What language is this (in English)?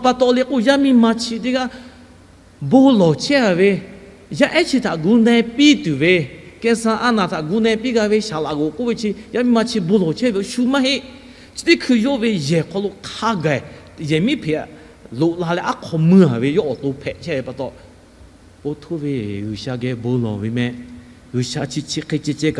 Lahu